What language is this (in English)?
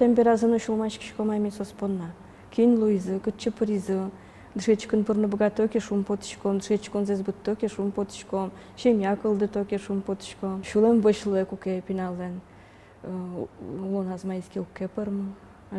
Udmurt